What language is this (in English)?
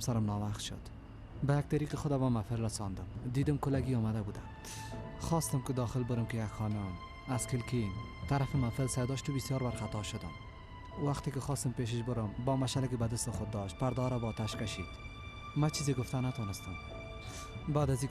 Persian